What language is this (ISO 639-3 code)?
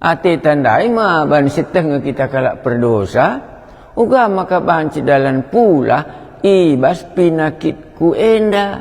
btx